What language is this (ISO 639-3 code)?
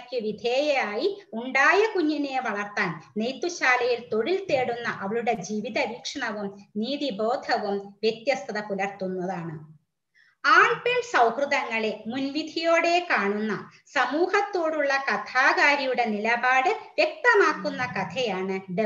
mal